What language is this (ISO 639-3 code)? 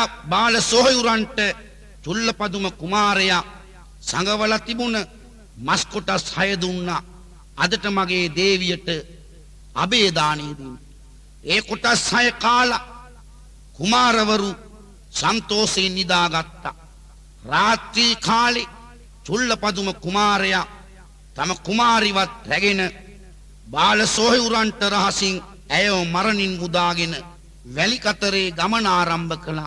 sin